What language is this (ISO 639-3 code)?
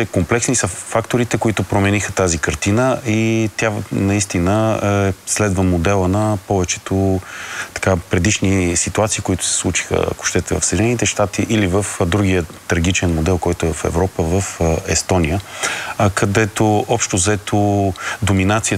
bul